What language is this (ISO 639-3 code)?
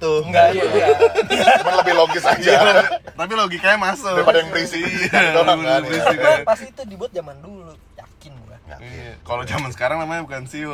ind